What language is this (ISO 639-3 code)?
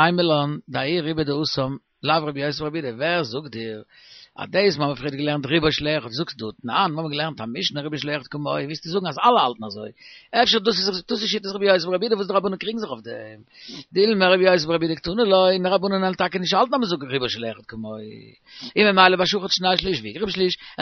yid